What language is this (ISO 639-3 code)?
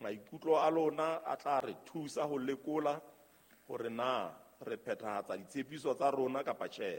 sot